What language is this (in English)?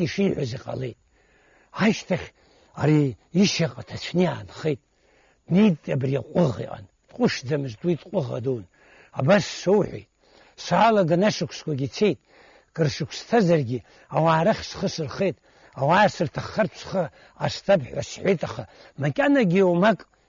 Abkhazian